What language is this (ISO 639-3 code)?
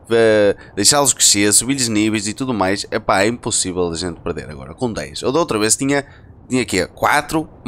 por